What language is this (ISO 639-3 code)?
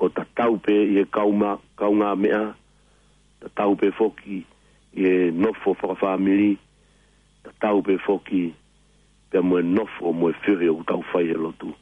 ton